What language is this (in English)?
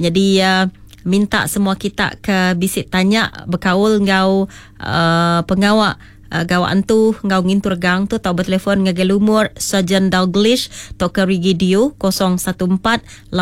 Iban